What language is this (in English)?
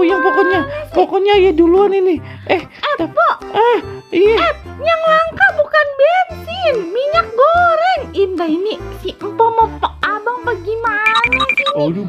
Betawi